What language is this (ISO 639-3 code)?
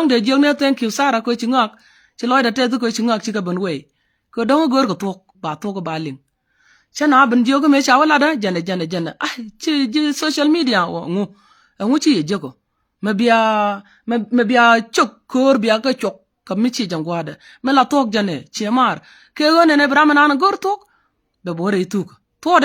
nus